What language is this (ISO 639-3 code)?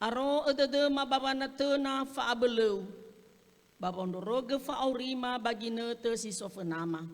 nia